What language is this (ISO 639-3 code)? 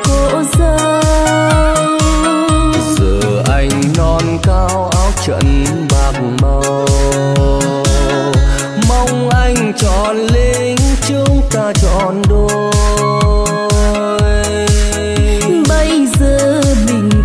vie